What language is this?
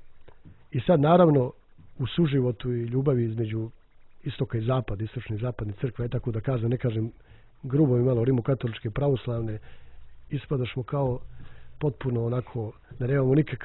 Serbian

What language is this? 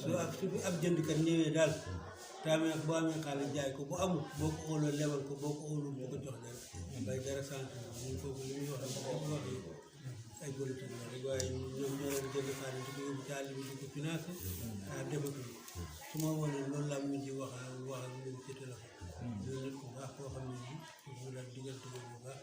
Wolof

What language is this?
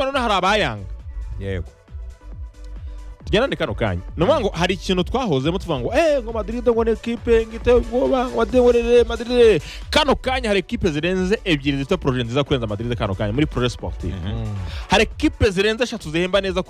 Kinyarwanda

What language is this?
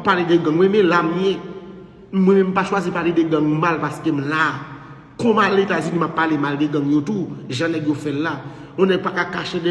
Haitian Creole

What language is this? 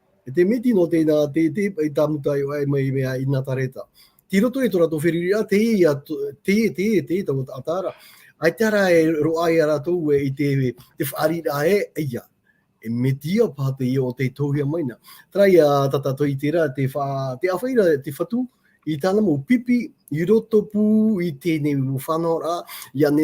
Tahitian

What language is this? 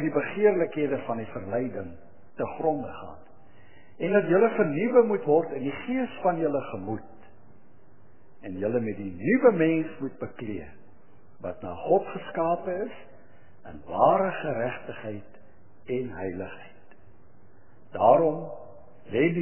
Afrikaans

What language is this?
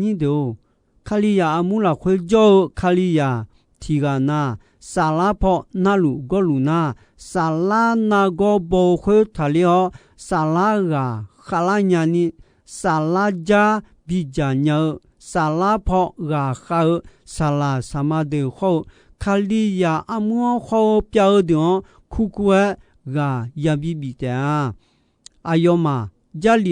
Akha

